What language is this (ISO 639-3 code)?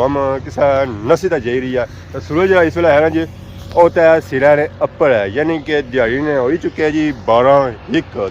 phr